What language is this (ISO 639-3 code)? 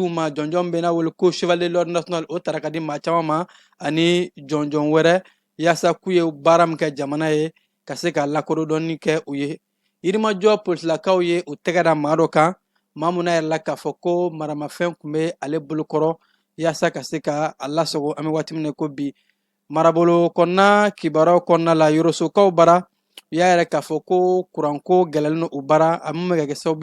bam